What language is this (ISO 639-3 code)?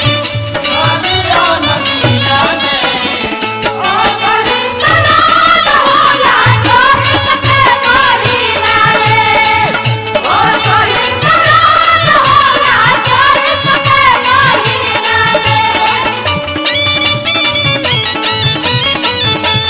bho